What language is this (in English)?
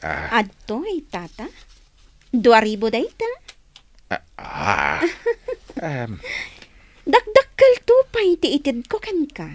Iloko